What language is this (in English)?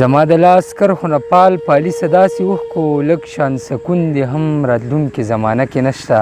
Pashto